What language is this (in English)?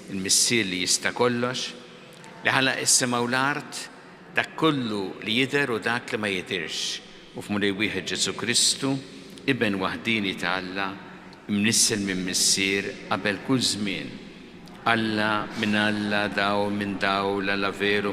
Maltese